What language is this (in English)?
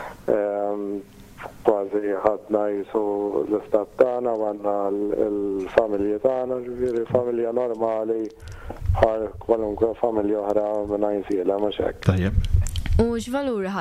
Maltese